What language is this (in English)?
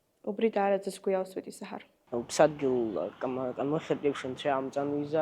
Abkhazian